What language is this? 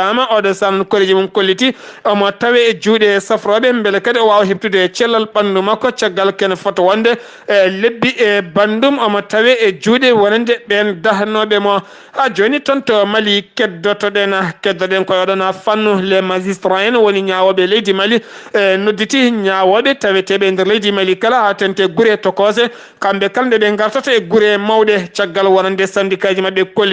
Fula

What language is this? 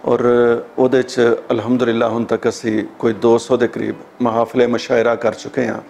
Western Panjabi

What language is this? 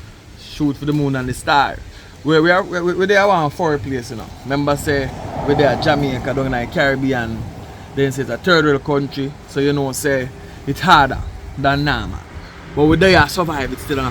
Jamaican Creole English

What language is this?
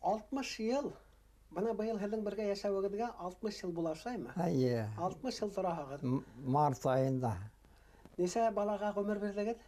Bashkir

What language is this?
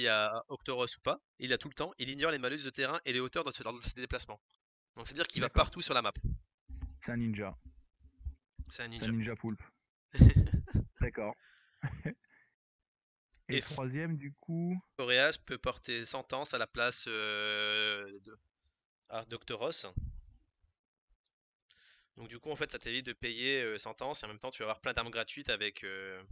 French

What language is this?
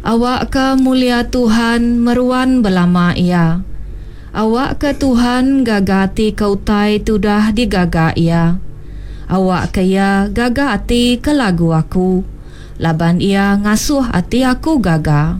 Iban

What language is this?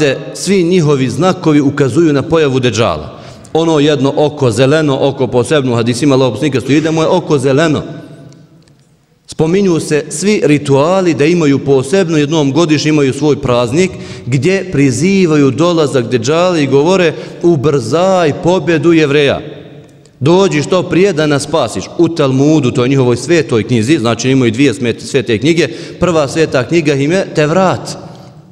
Bosnian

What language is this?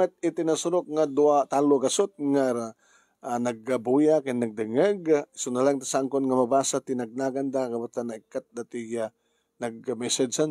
Iloko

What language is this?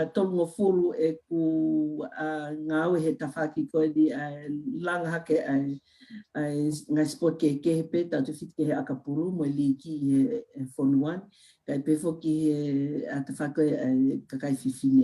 Tongan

